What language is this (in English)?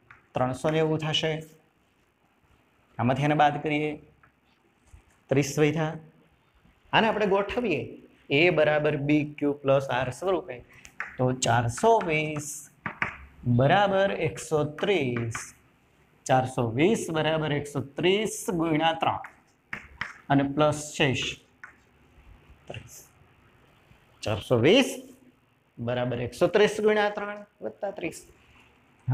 Gujarati